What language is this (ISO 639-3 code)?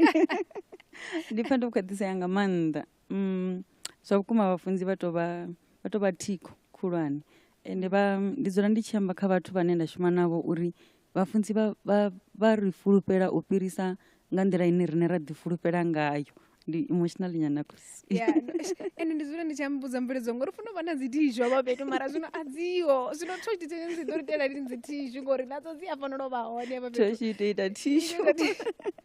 ven